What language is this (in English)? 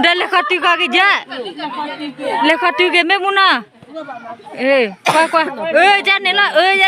S'gaw Karen